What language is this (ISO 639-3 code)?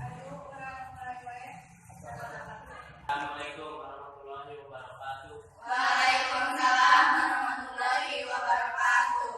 sun